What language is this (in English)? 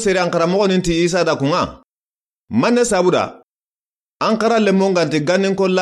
Soninke